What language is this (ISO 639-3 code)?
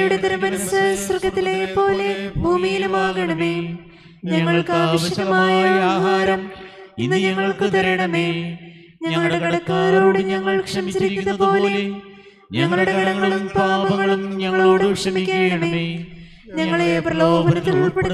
mal